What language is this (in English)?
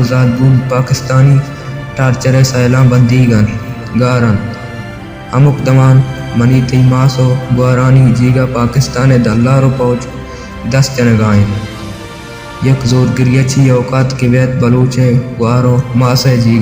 Baluchi